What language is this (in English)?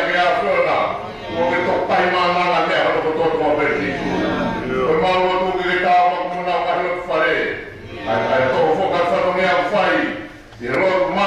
Tongan